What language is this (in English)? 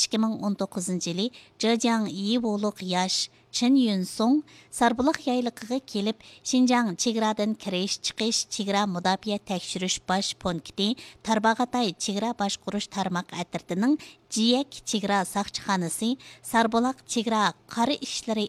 Uyghur